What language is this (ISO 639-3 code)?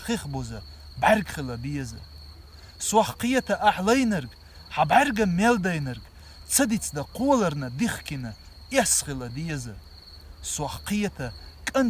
che